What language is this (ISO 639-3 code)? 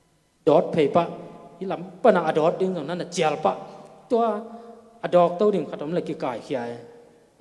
ctd